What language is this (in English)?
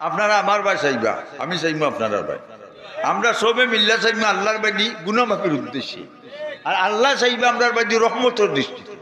Sylheti